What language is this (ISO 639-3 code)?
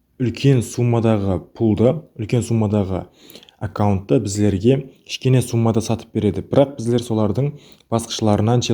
kaa